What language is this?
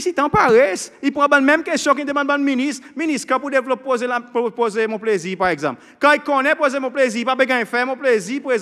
Seselwa Creole French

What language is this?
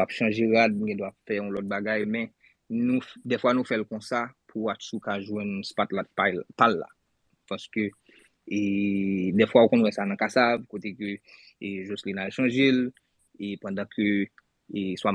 Haitian Creole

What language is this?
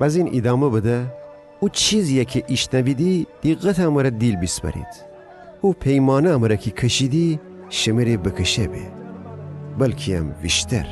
Gilaki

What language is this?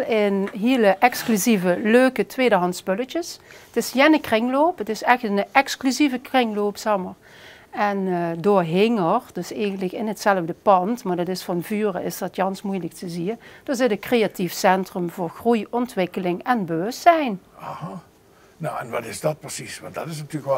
Limburgish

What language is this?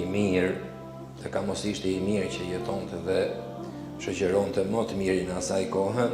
Albanian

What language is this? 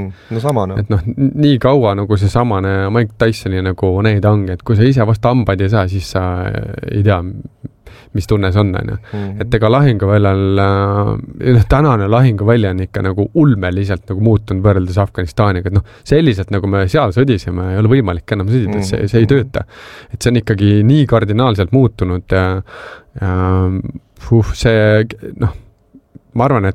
Estonian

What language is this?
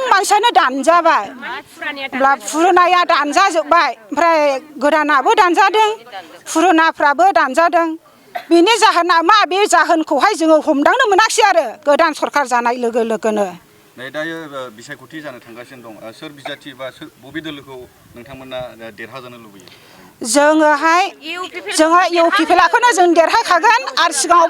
Bodo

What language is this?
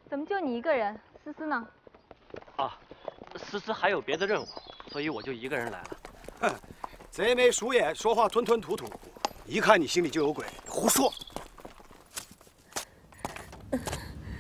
Chinese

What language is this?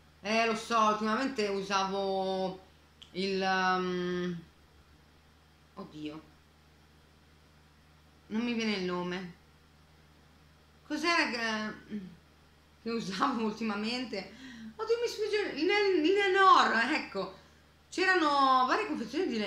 Italian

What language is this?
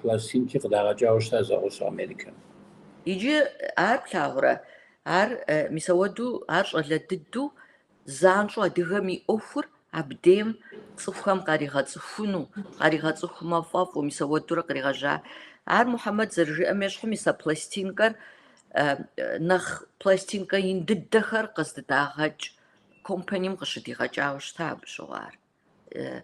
Kabardian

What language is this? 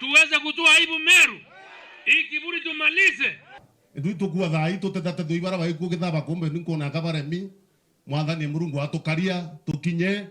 Meru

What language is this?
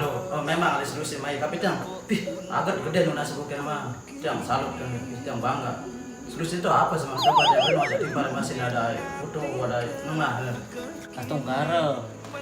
Balinese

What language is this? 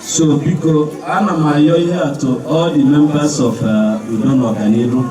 Igbo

